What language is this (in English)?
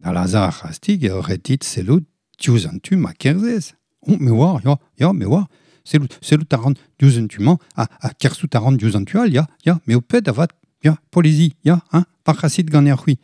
Breton